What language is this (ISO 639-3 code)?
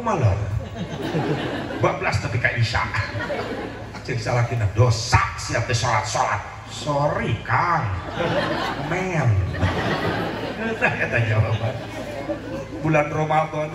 sun